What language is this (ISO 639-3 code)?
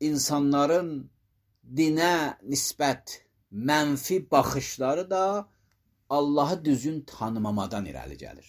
aze